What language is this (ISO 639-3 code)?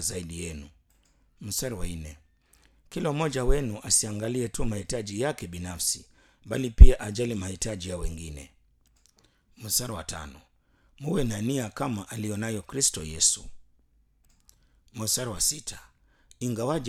swa